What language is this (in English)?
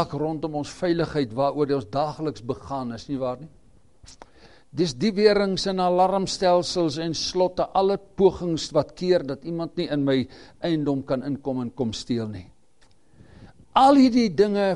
Afrikaans